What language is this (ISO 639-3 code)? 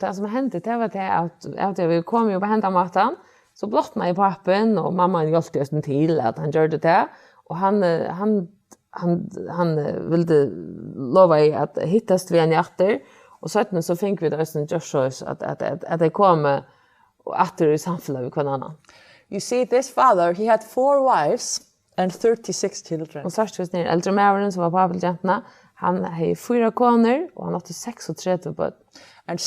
fao